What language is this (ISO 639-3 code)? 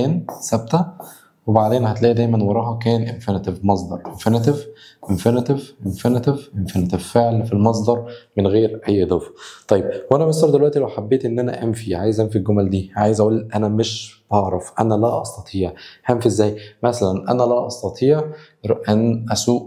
arz